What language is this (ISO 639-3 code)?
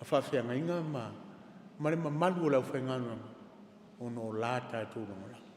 smo